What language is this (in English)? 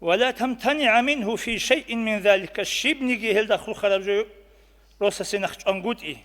Avaric